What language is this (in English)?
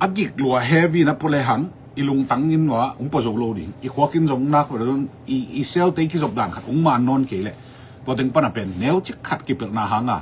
Tedim Chin